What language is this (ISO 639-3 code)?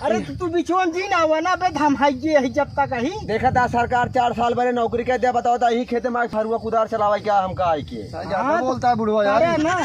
awa